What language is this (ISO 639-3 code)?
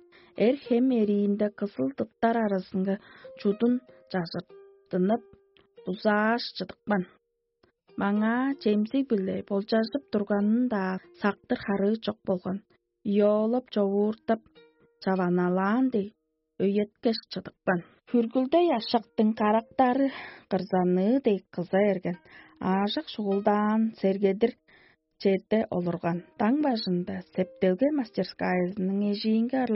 tyv